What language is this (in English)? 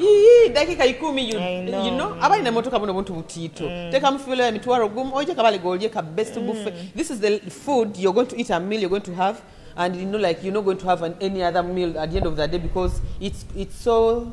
Nyoro